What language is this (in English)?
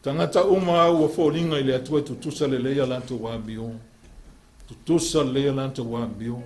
Samoan